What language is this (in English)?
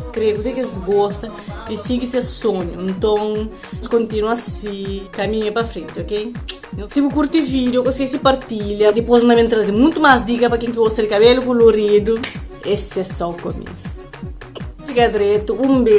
Kabuverdianu